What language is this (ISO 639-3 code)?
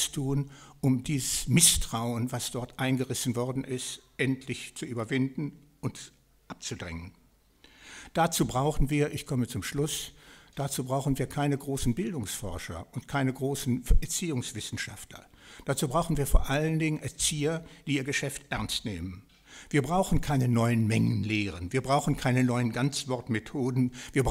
deu